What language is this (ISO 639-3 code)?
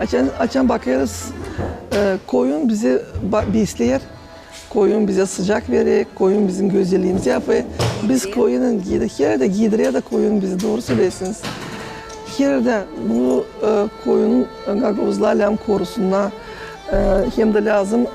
gag